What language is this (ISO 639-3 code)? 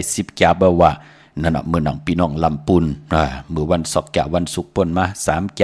shn